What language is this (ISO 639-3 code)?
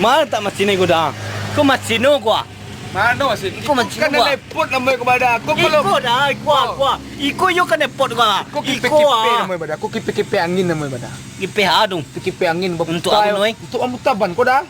min